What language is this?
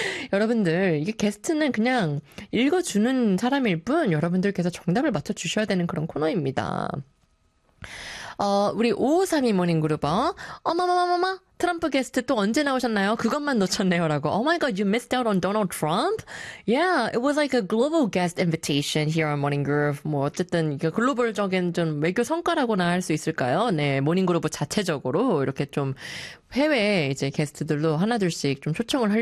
Korean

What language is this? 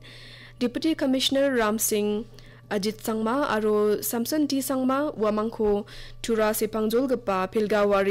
Garo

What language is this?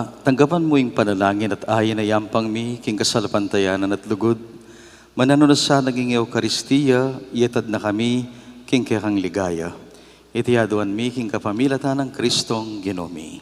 Pampanga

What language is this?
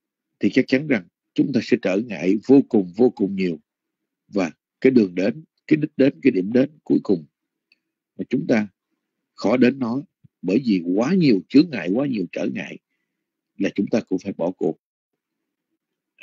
Vietnamese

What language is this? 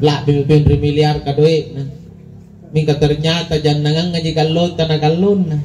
Makasar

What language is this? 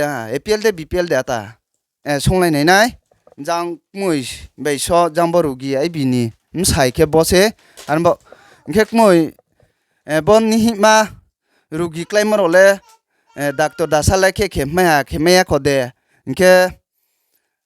Riang (India)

